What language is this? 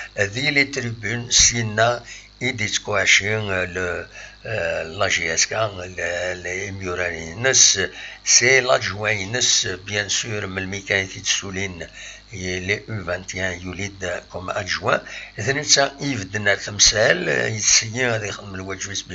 Kabyle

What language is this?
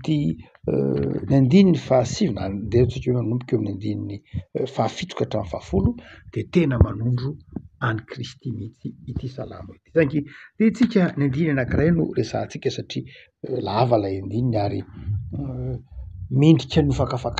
Malagasy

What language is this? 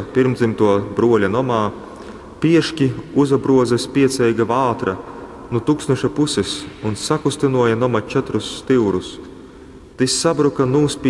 Latgalian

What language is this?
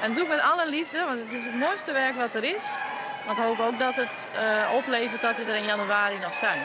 Western Frisian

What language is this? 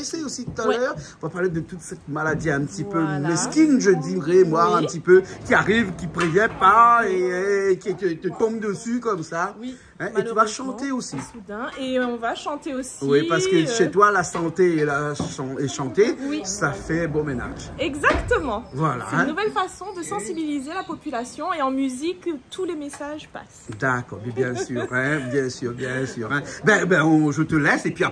Réunion Creole French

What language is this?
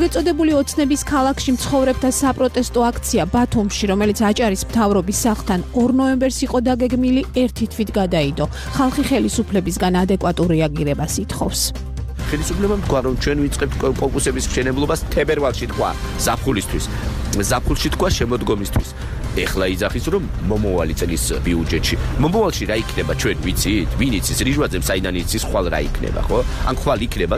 Georgian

